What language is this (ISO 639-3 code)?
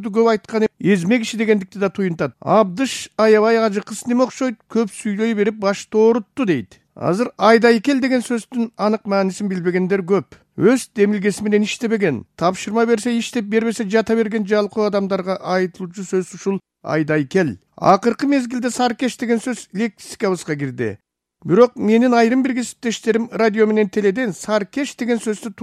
kir